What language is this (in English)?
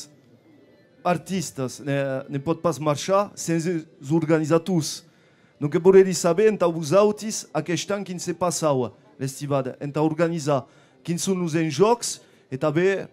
Occitan